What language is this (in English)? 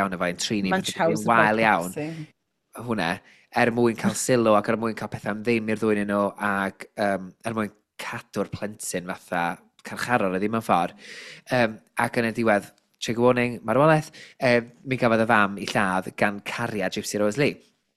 Welsh